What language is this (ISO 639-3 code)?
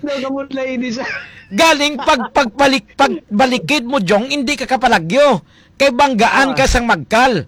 hil